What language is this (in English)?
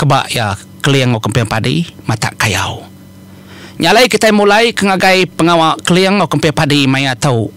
Iban